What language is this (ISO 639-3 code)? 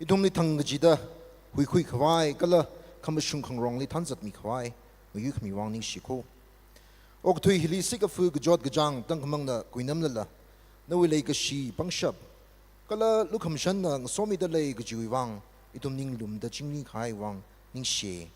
nmf